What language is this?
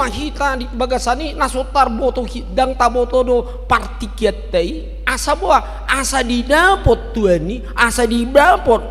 Batak Toba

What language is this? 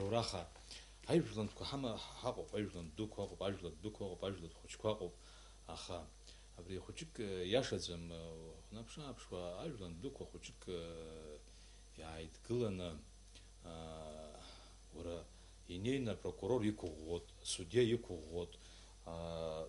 Abkhazian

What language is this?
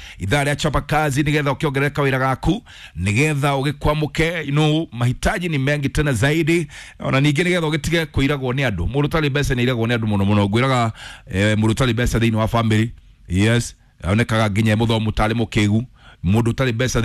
Kikuyu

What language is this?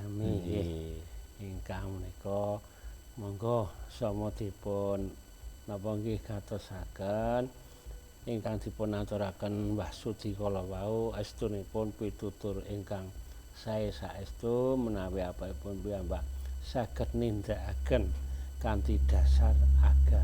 Javanese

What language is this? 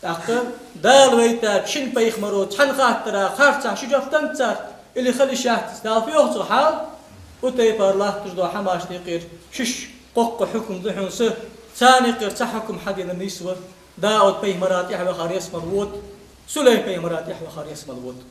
Ingush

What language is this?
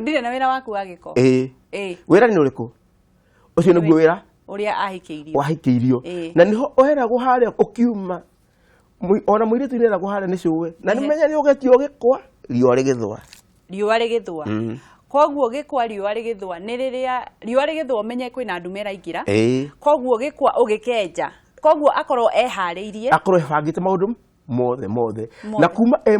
Kikuyu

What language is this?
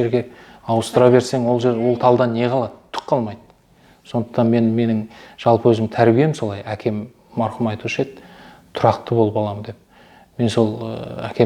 Kazakh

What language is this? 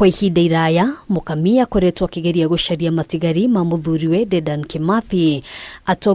Kikuyu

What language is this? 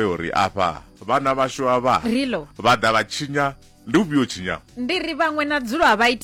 Venda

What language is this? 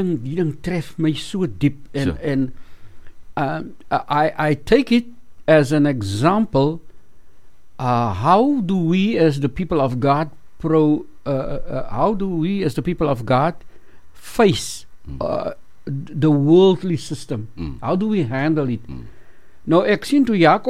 Afrikaans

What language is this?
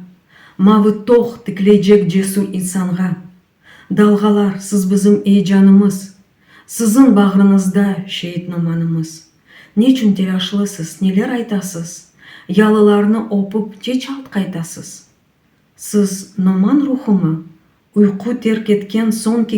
Crimean Tatar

